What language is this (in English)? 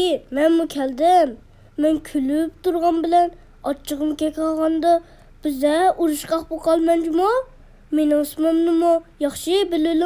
Uyghur